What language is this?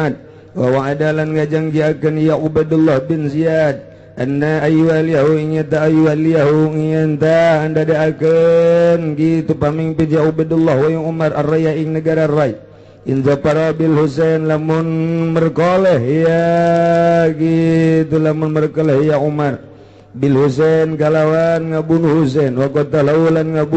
Sundanese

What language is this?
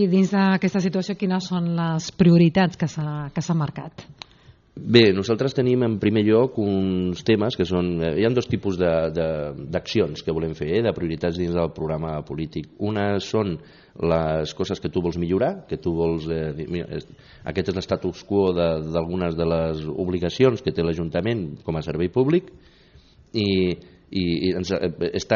Catalan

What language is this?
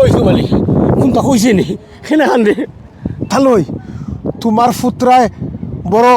Sylheti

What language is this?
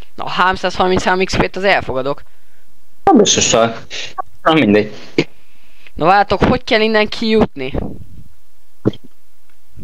Hungarian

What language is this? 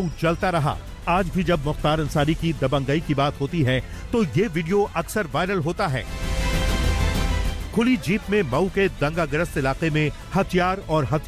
Hindi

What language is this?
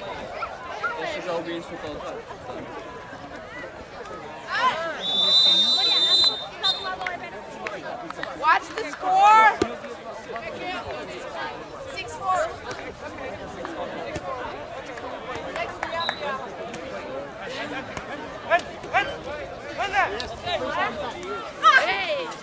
Danish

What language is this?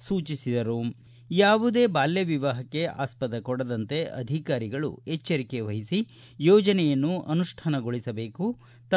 Kannada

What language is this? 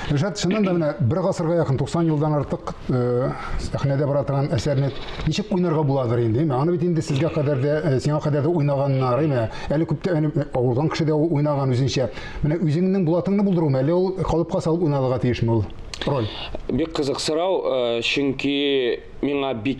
Tatar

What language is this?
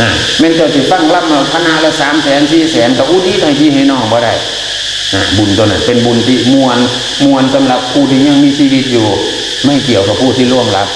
Northeastern Thai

